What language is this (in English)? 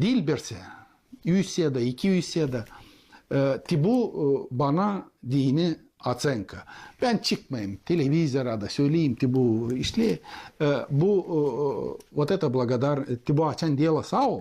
Gagauz